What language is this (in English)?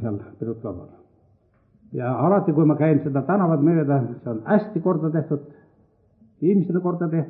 Estonian